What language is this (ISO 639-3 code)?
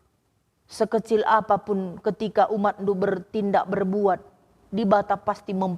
btx